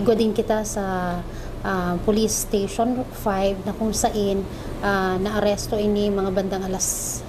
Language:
Bikol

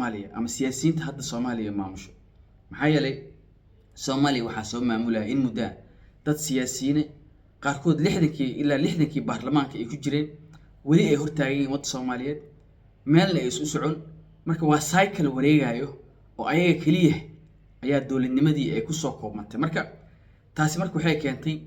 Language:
Somali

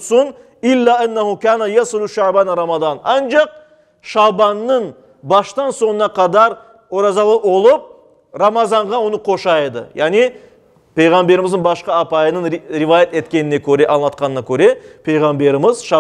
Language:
Crimean Tatar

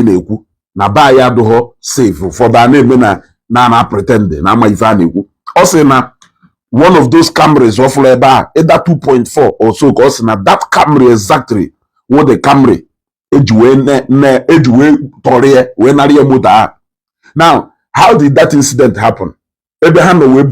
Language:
Igbo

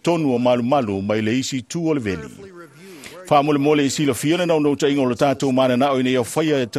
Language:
Samoan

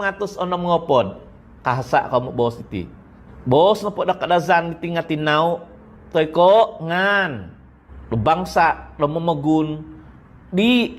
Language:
Central Dusun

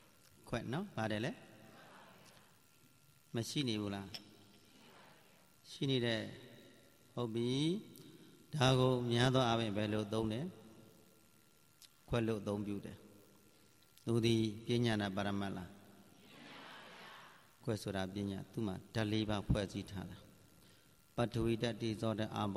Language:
Burmese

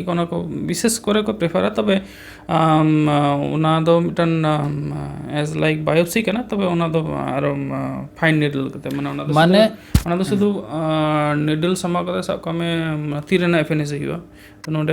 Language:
Santali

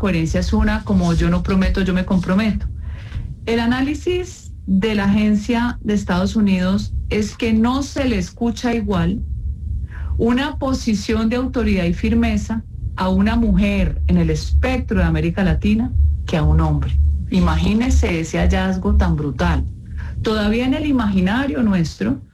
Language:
Spanish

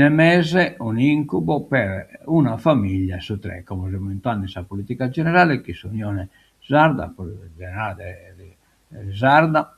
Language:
Sardinian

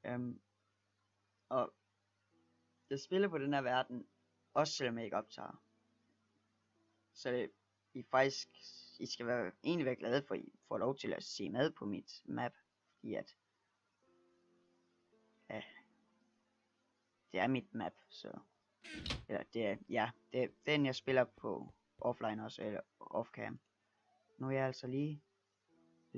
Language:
Danish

